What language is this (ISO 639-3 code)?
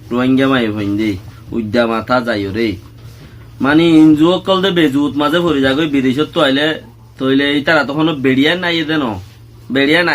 rhg